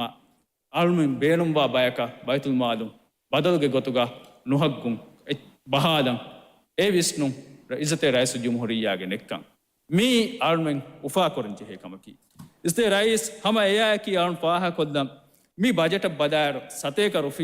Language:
Divehi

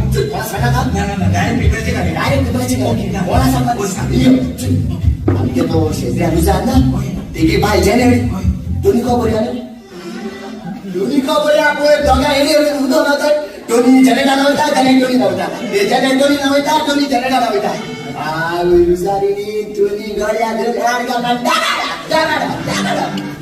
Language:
Konkani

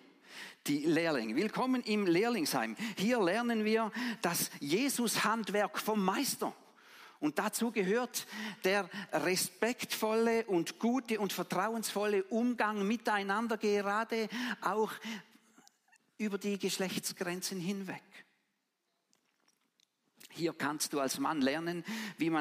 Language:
German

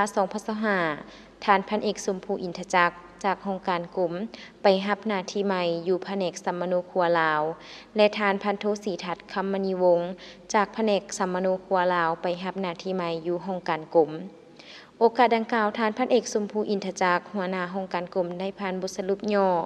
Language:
Lao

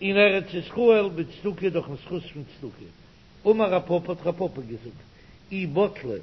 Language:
Yiddish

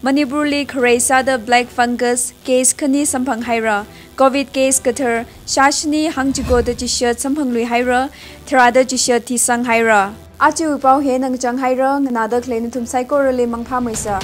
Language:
Tangkhul Naga (India)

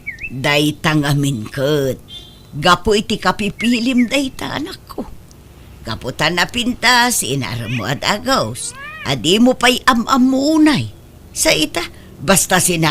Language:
Iloko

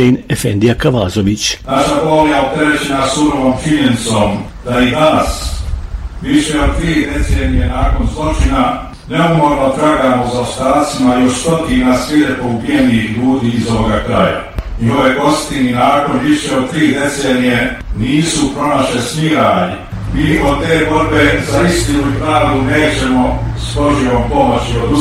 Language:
Bosnian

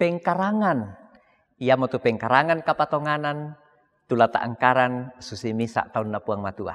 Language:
Toraja-Sa'dan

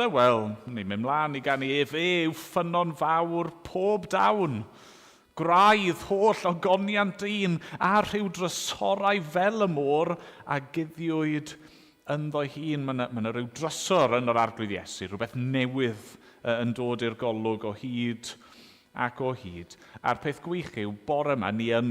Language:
Welsh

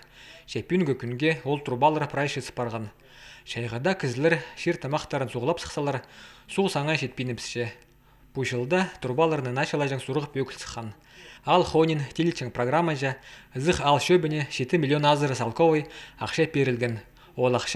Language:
Khakas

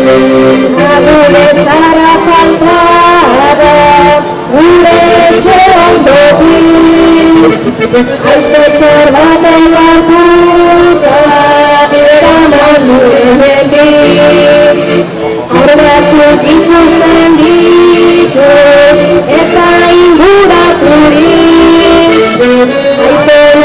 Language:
Basque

